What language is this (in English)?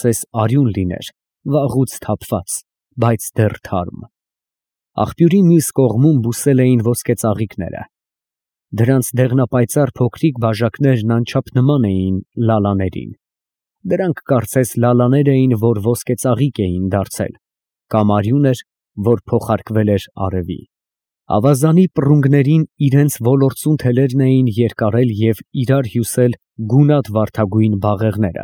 Armenian